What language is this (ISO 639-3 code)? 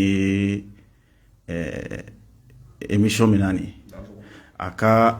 bam